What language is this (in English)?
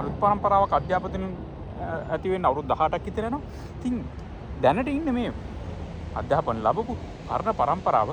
Sinhala